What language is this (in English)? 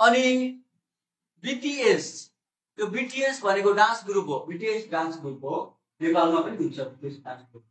Nepali